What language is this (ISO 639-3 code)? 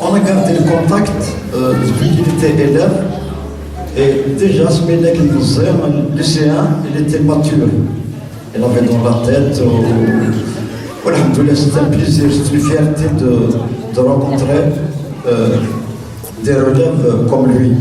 kab